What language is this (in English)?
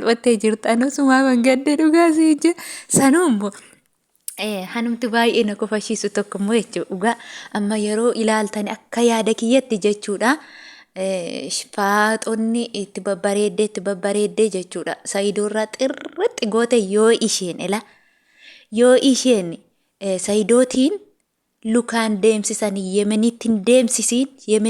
Oromo